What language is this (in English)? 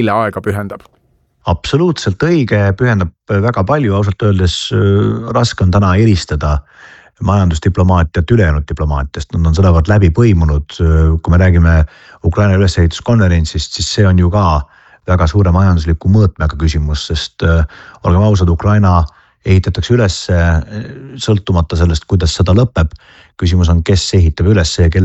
Estonian